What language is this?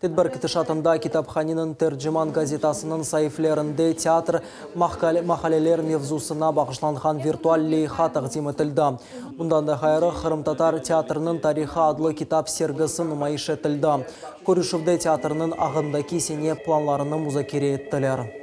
Crimean Tatar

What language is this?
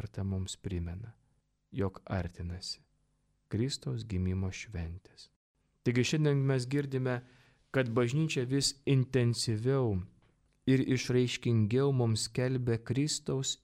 Lithuanian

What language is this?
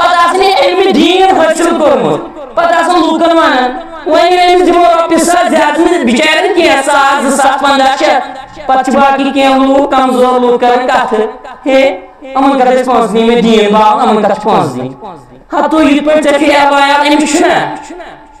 Kashmiri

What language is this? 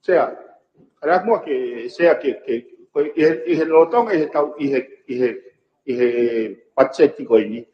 Tongan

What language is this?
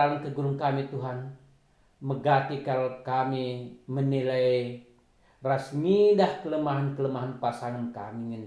Batak Karo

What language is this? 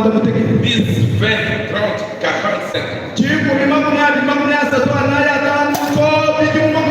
Luba-Lulua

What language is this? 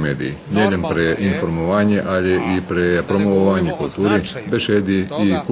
Rusyn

